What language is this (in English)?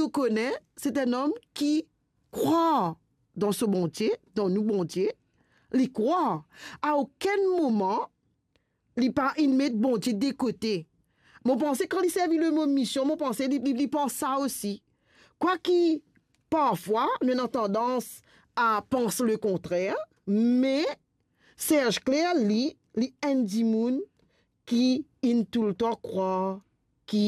Morisyen